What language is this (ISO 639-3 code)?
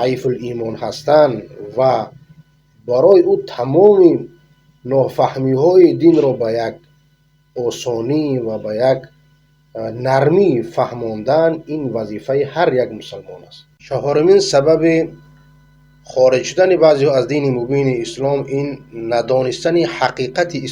fas